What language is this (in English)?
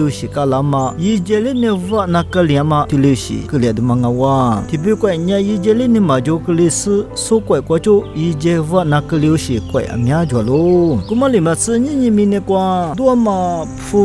Lisu